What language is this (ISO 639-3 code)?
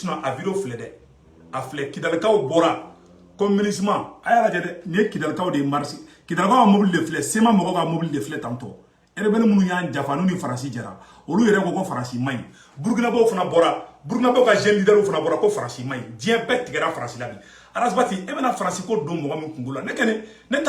bam